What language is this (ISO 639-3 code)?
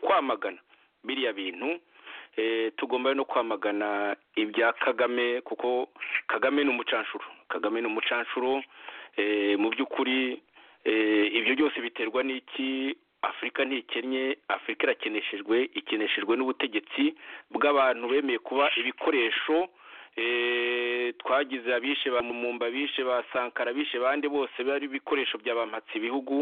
kin